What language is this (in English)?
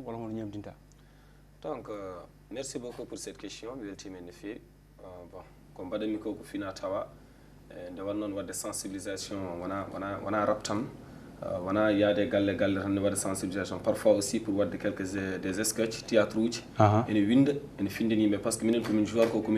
Fula